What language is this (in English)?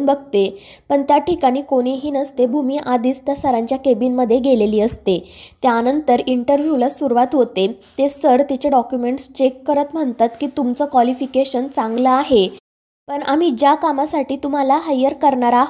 Marathi